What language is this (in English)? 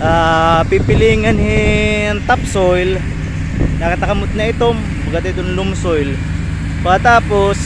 Waray